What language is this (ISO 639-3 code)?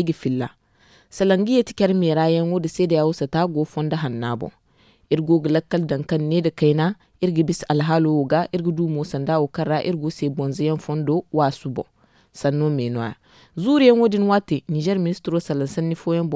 dje